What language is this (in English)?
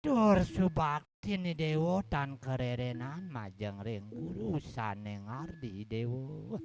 Balinese